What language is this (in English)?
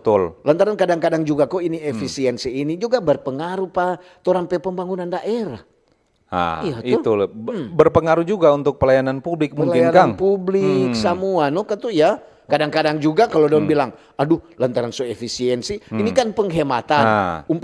Manado Malay